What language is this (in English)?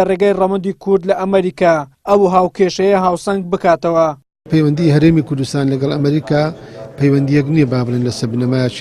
Central Kurdish